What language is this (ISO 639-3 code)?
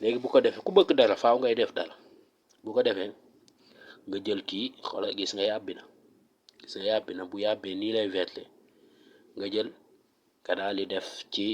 wol